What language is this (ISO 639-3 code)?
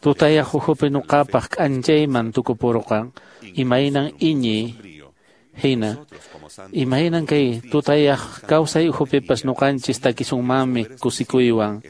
que